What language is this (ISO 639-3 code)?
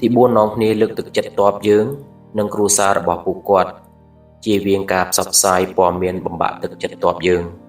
khm